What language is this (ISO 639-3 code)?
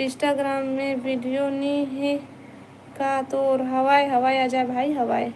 hne